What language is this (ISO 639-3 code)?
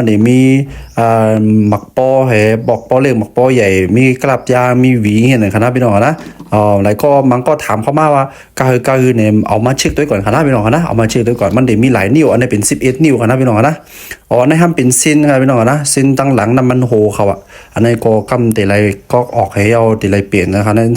shn